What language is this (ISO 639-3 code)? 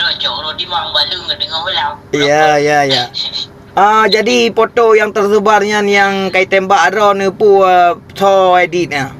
ace